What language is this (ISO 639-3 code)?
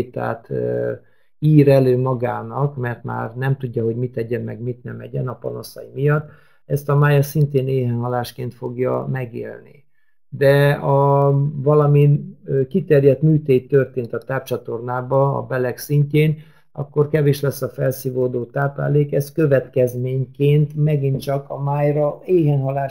hun